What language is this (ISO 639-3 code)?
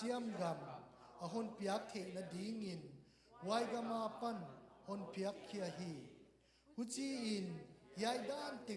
ctd